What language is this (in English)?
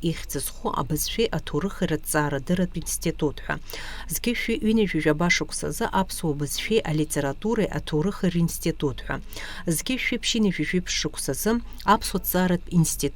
Abkhazian